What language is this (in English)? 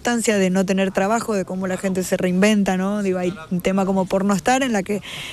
Spanish